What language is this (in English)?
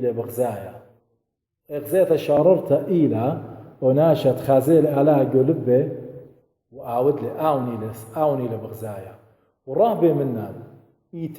Assyrian Neo-Aramaic